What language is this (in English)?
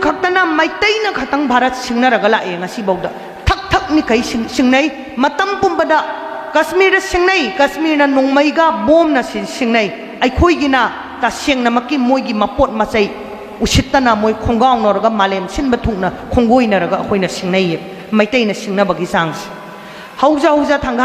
Manipuri